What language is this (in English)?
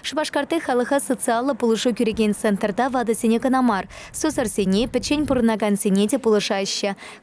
Chuvash